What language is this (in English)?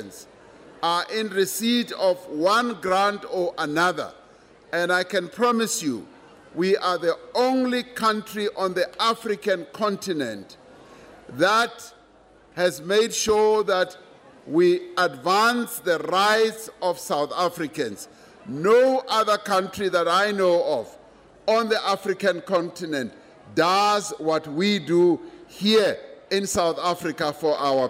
English